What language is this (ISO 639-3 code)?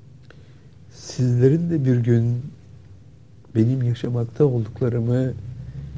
tur